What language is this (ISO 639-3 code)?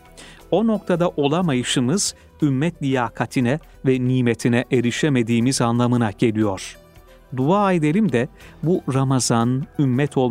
tur